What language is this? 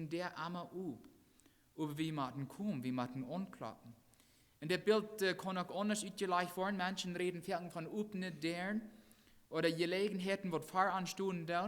Plautdietsch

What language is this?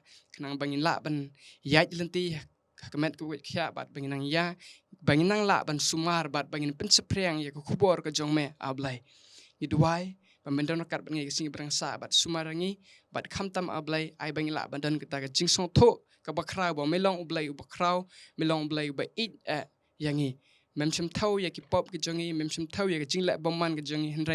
Khasi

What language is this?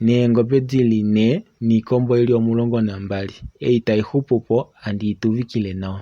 Kuanyama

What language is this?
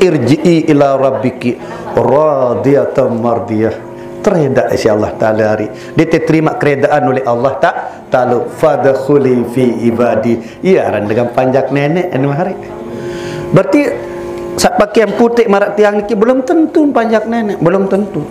Sasak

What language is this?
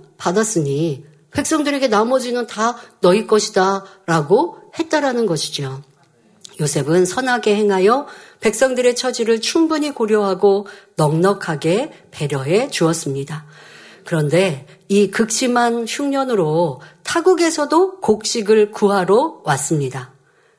Korean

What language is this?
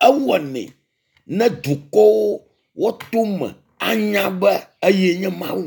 Ewe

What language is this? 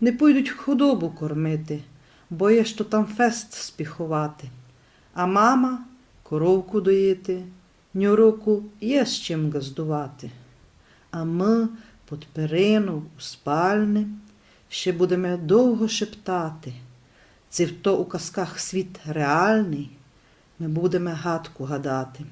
Rusyn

